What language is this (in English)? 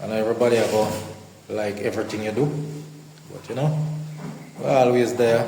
Jamaican Creole English